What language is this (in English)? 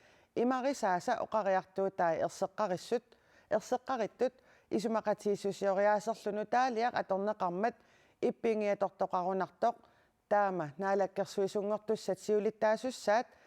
Kalaallisut